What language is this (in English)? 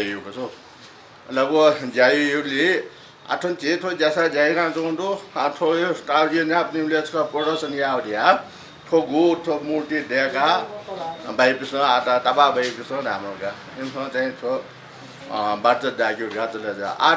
Newari